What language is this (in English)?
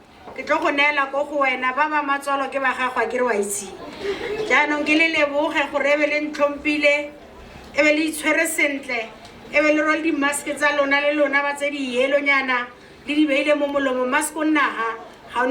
Tswana